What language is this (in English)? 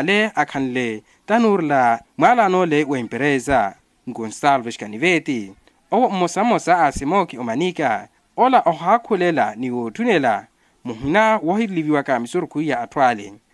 Makhuwa